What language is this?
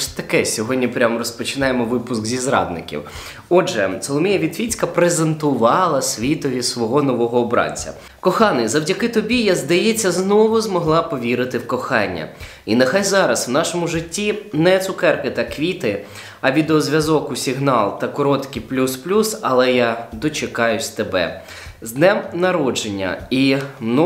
Ukrainian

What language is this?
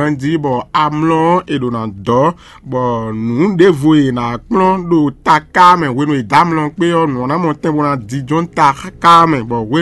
Fon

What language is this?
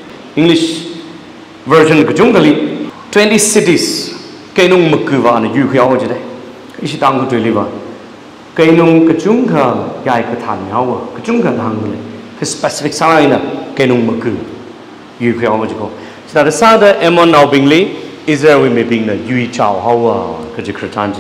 Tangkhul Naga (India)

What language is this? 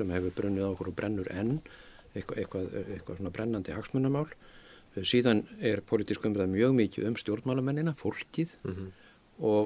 Icelandic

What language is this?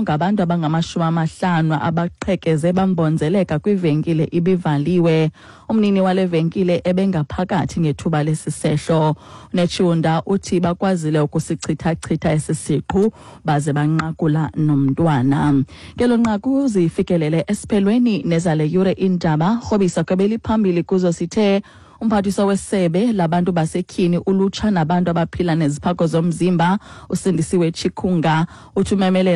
Xhosa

